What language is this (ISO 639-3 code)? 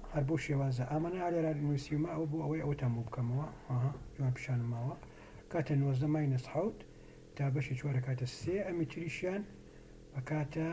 ckb